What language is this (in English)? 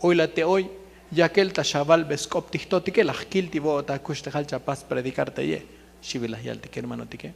Tzotzil